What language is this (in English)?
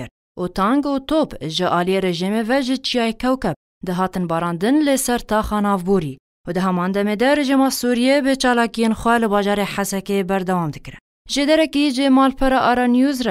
Kurdish